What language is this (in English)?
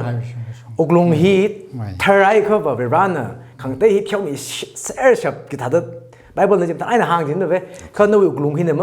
Tangkhul Naga (India)